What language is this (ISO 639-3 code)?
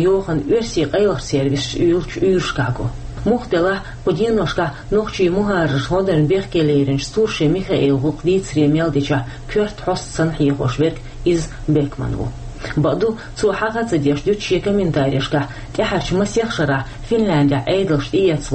che